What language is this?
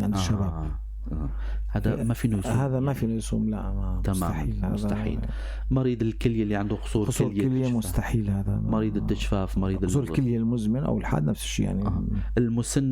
North Levantine Arabic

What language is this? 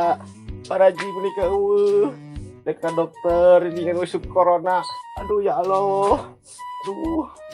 Sundanese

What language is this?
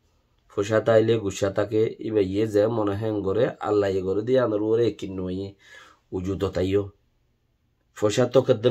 Rohingya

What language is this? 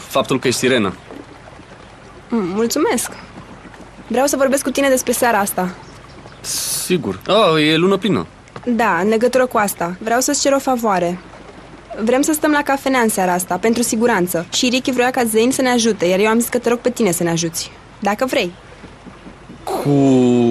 Romanian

